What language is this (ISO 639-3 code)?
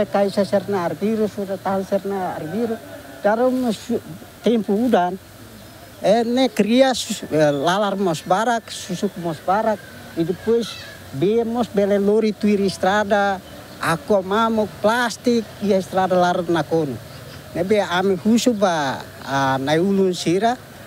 tet